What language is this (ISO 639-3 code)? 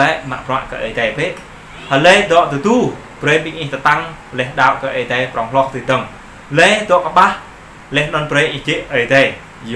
jra